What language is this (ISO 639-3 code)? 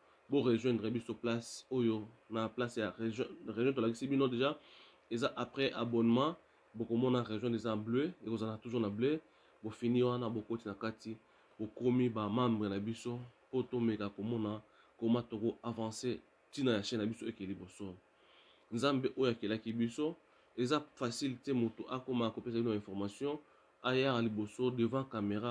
lin